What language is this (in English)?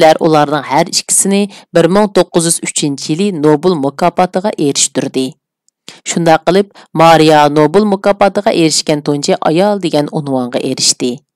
Uyghur